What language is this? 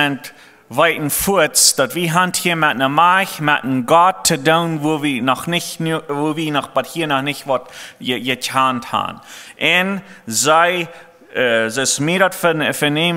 Plautdietsch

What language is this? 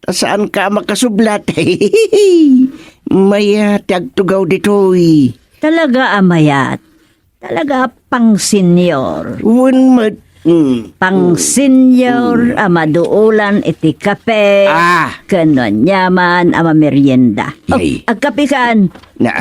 Iloko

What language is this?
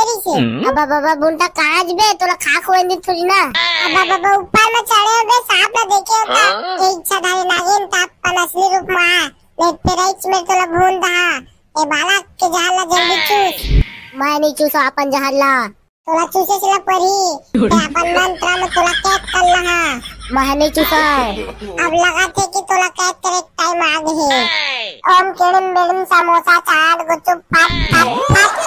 Chhattisgarhi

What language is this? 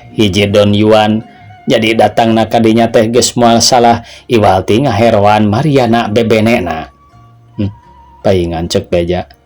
Sundanese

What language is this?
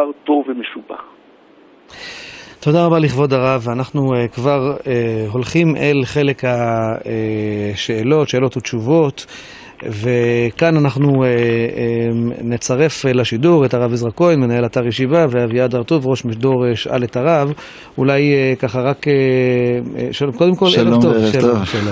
Hebrew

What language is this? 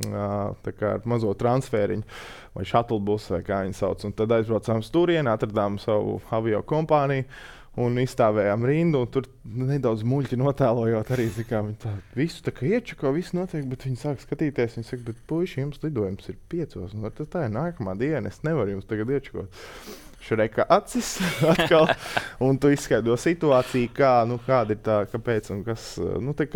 Latvian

